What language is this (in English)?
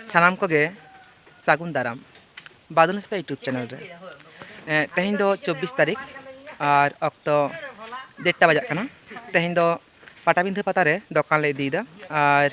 Santali